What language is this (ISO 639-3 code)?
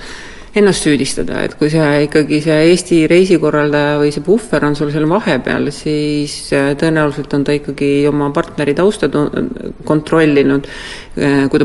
est